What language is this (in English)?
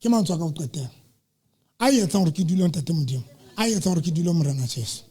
Southern Sotho